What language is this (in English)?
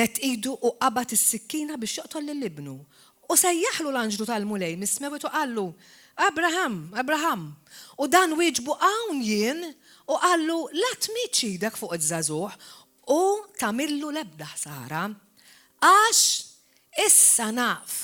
Maltese